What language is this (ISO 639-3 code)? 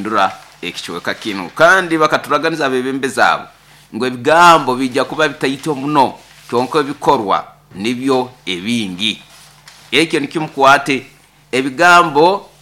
nyo